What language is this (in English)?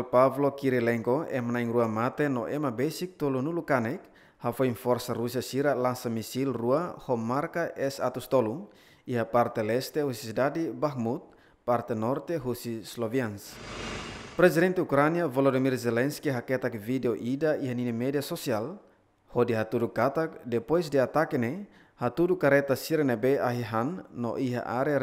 Tetum